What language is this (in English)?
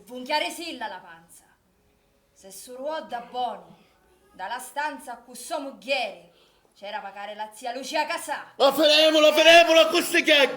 Sicilian